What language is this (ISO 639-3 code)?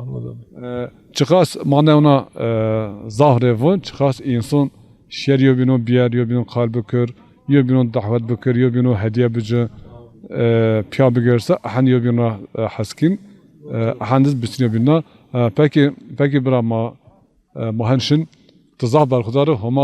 zza